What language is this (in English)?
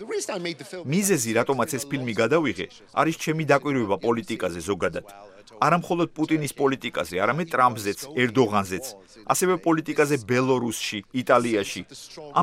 Georgian